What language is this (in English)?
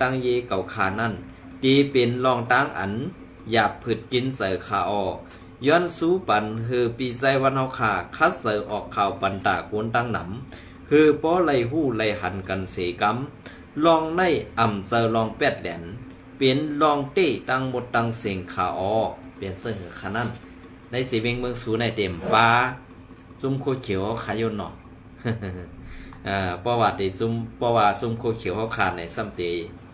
Shan